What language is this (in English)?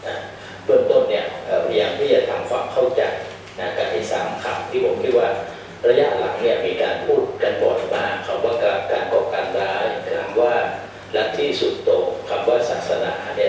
Thai